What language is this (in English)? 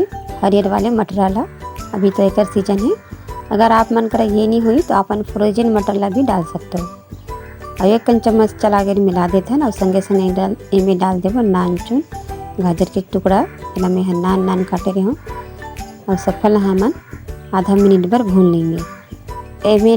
Chhattisgarhi